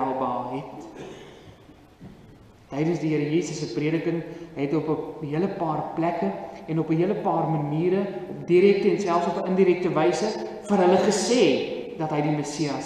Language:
Afrikaans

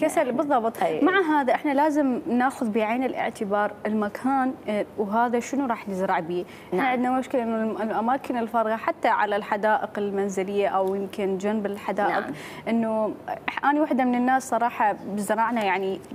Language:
Mesopotamian Arabic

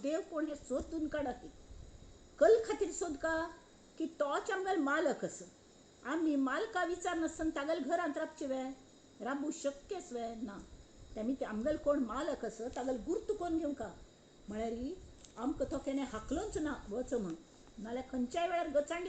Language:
Konkani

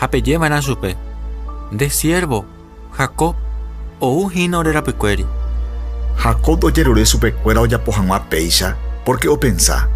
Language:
Guarani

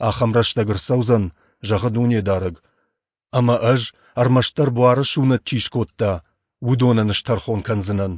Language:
Ossetic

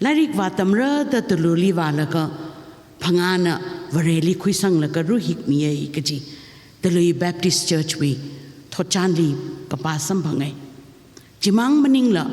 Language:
Tangkhul Naga (India)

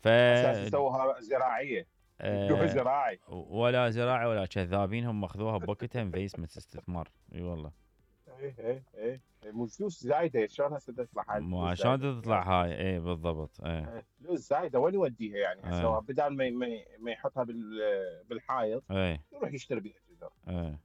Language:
Mesopotamian Arabic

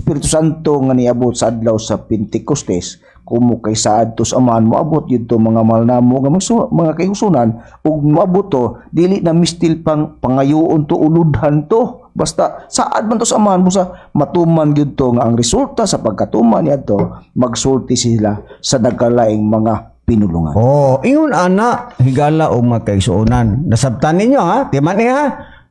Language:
Cebuano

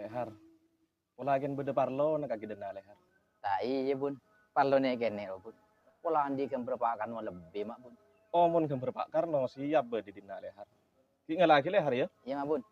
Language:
Madurese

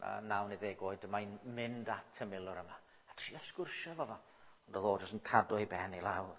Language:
Welsh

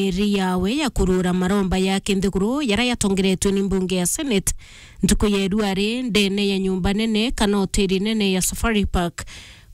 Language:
Meru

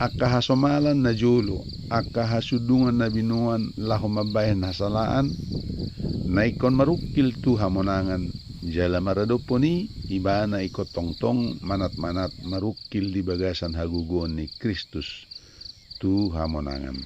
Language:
Batak Toba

